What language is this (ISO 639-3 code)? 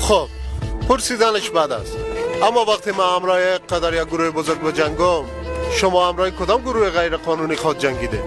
fas